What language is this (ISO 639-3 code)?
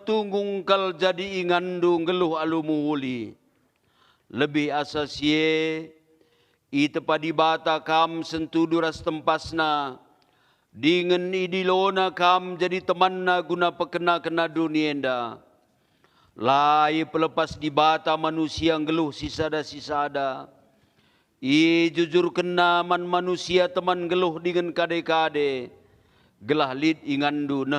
btx